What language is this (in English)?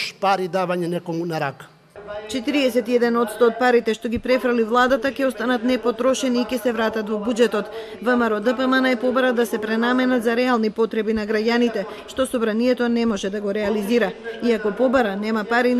Macedonian